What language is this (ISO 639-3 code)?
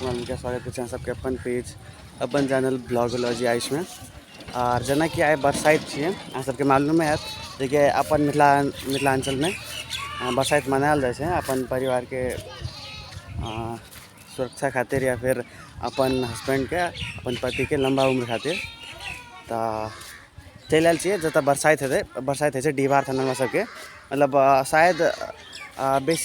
mai